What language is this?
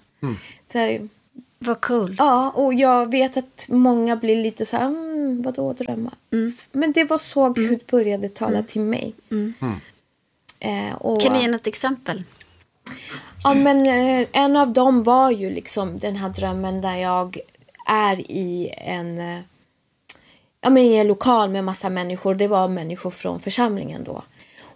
Swedish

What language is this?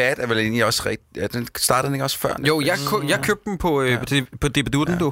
Danish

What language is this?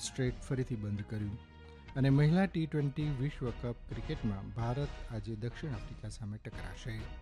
Gujarati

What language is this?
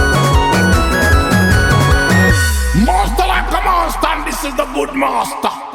Swahili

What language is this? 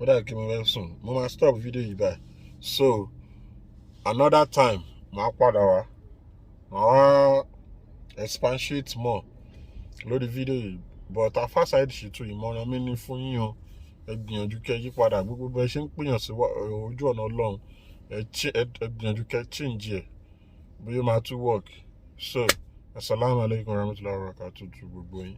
Yoruba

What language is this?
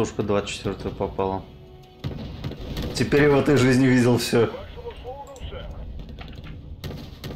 Russian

